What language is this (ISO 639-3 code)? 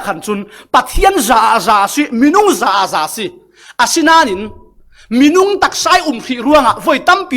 cfm